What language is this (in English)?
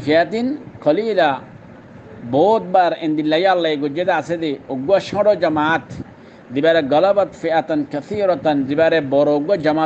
Rohingya